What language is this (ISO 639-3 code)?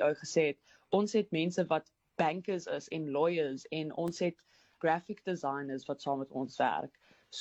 afr